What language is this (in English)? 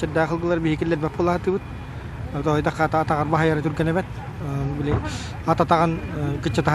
Yakut